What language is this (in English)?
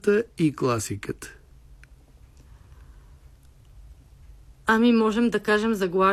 Bulgarian